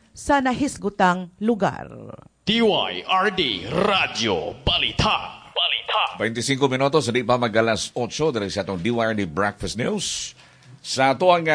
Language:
Cebuano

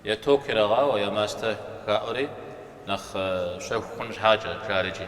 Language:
Kabardian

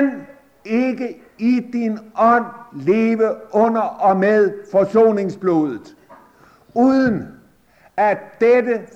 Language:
Danish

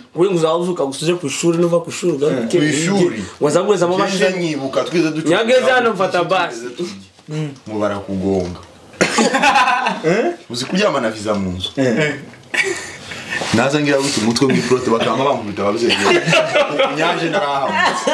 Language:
Kinyarwanda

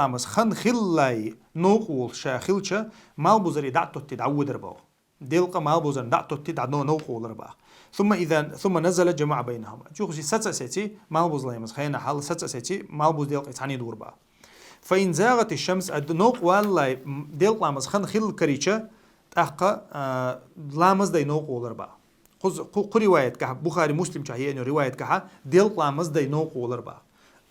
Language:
Chechen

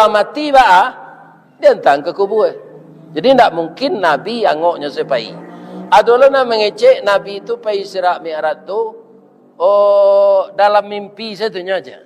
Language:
Minangkabau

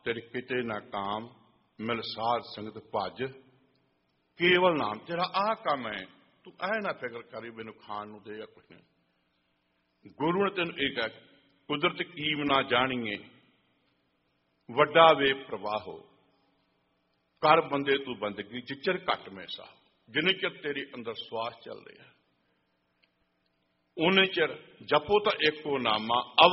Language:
Punjabi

